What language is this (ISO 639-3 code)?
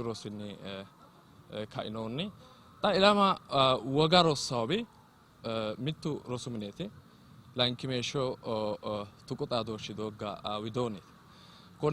sid